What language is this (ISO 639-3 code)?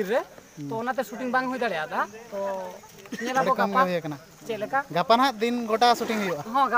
sat